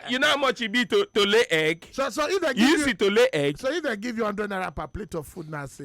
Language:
Nigerian Pidgin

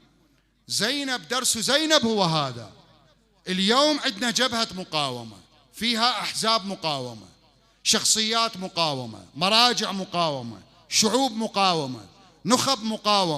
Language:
Mesopotamian Arabic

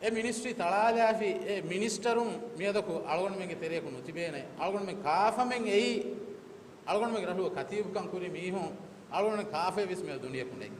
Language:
Divehi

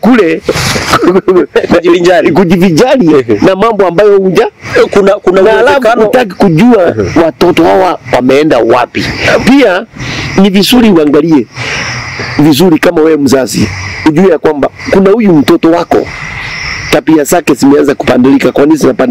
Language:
Swahili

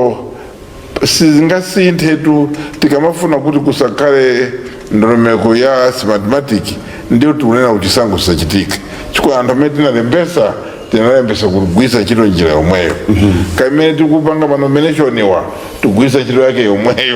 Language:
Nyanja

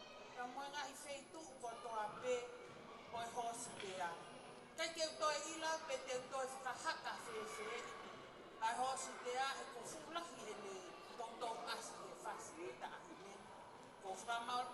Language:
Tongan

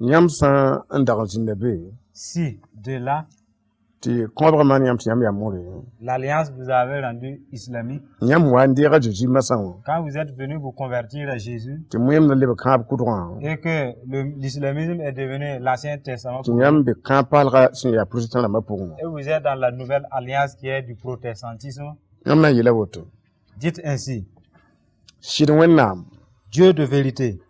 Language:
Mossi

